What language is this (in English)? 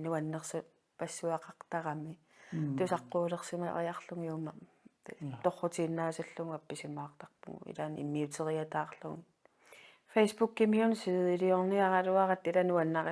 Kalaallisut